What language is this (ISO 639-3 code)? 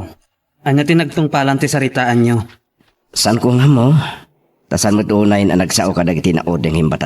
ilo